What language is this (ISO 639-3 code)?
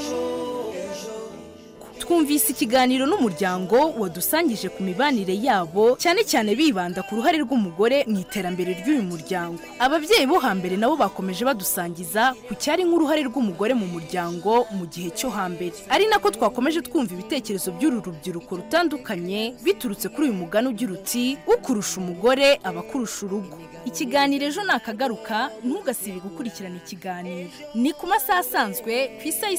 kin